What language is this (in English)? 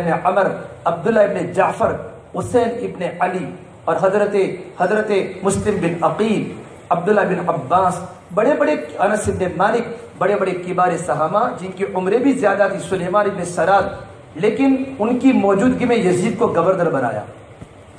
Urdu